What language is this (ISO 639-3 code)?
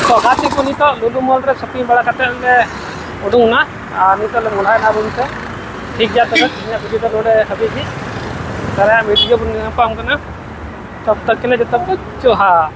sat